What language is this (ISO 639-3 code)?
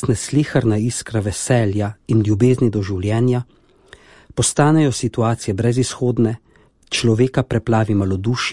slv